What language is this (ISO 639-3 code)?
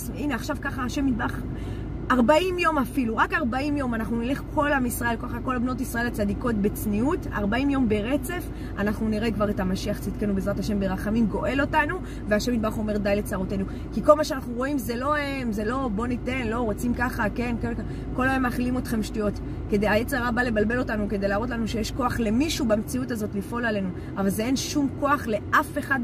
heb